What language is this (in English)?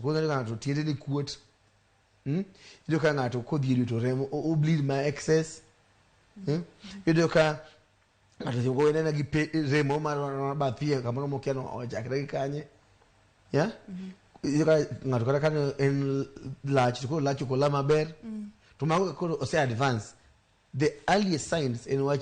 Luo (Kenya and Tanzania)